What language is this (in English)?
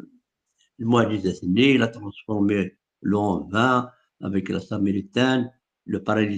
Kabyle